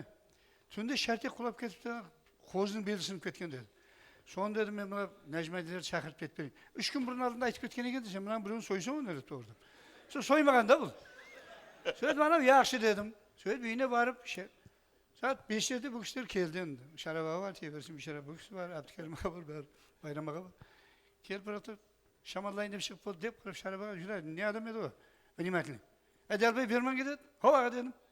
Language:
Kara-Kalpak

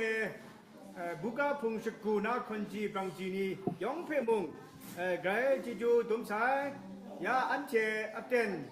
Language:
Kachin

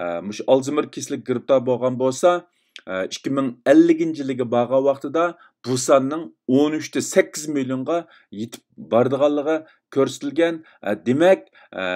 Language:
Uyghur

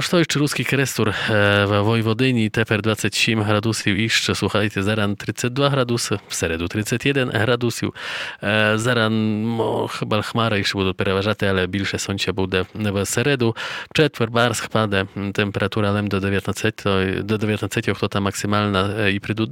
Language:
Rusyn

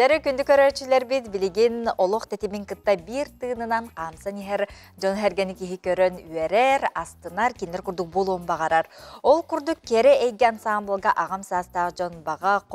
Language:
Yakut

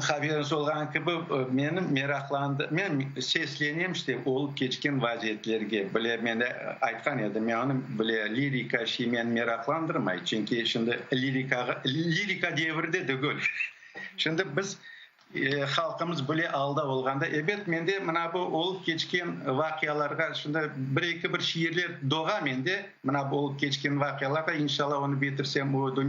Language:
Crimean Tatar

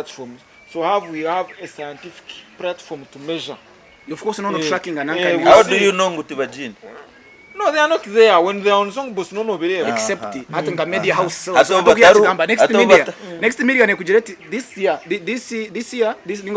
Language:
Nyankole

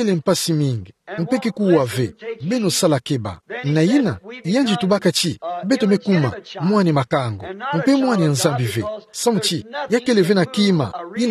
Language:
Kituba (Democratic Republic of Congo)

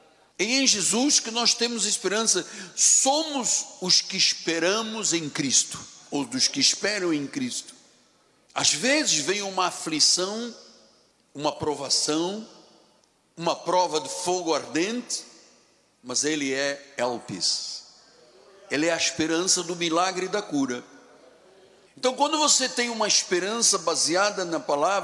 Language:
Portuguese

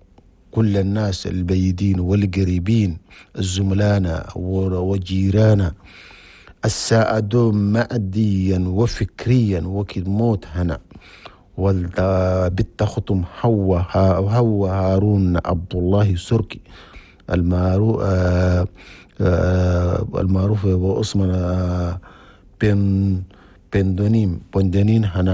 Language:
Chadian Arabic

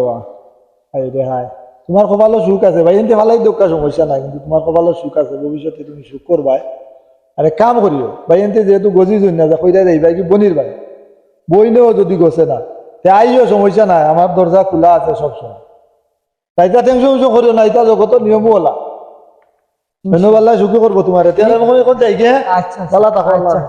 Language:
Sylheti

